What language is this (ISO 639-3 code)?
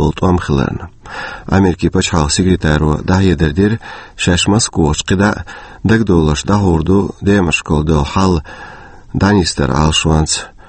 che